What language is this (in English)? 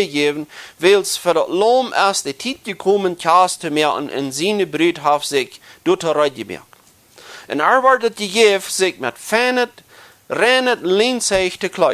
Plautdietsch